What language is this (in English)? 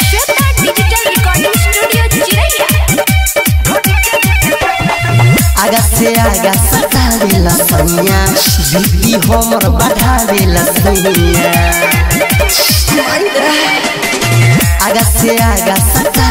Bhojpuri